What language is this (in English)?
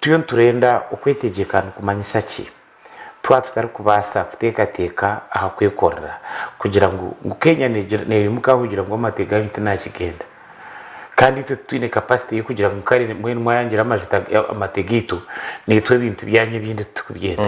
Nyankole